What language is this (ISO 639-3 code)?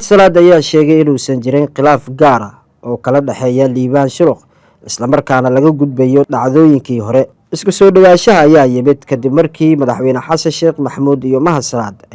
som